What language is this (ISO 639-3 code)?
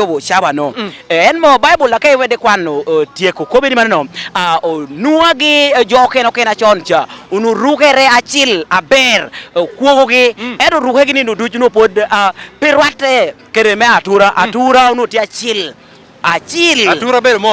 laj